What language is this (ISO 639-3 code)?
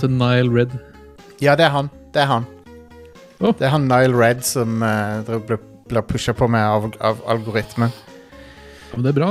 nor